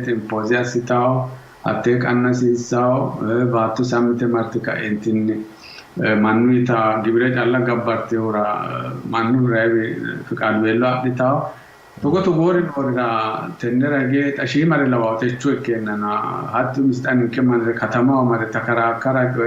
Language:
Sidamo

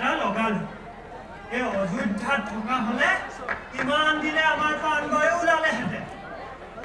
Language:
Assamese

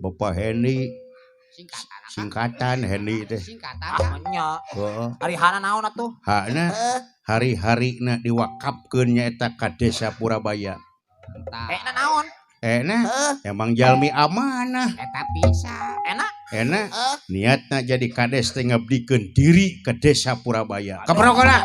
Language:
Sundanese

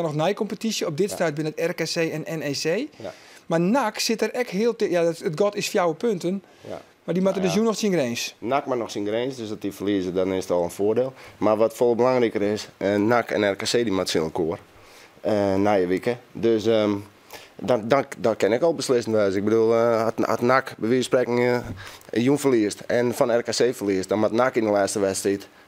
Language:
Western Frisian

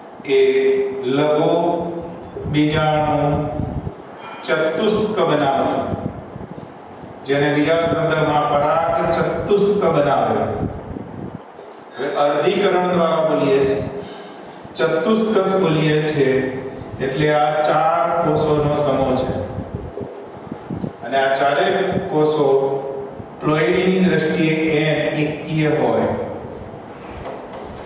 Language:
Gujarati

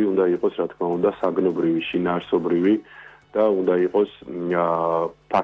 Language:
Georgian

